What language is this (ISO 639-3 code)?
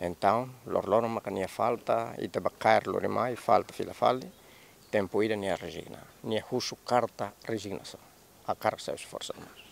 tet